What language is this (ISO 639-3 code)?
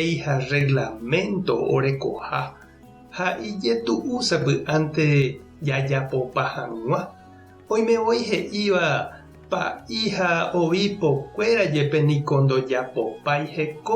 grn